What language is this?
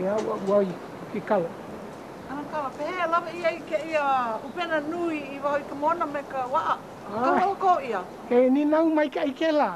Hawaiian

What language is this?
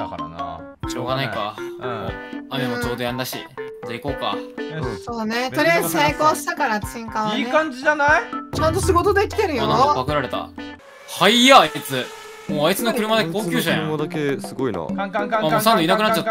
Japanese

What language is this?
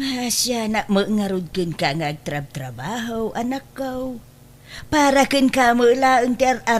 Iloko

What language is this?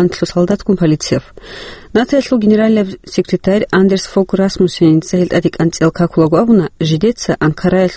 Avaric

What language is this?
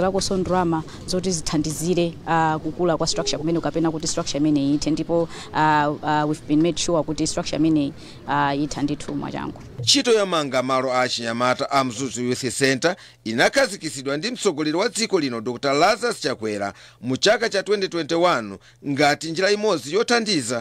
Nyanja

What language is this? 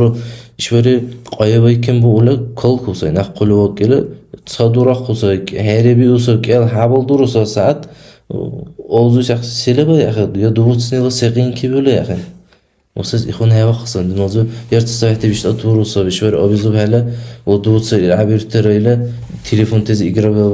Dargwa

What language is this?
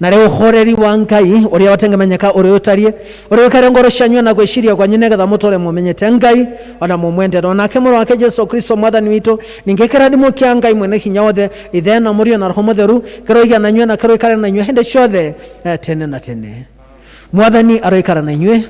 Kikuyu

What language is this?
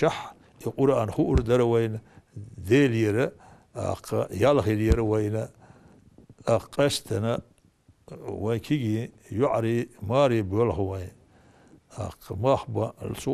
Chechen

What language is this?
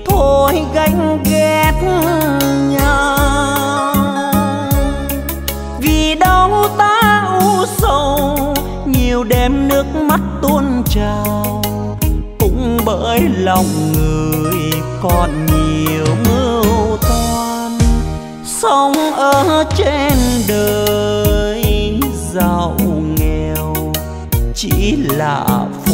Vietnamese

